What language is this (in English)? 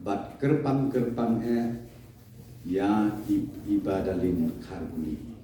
Khasi